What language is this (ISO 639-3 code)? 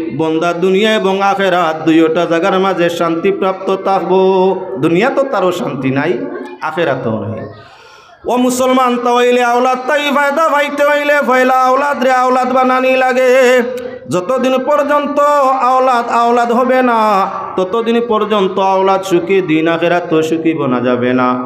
syl